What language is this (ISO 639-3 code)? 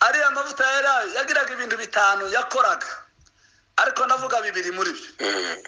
kin